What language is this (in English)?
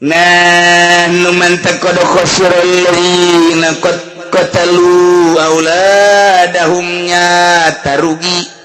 Sundanese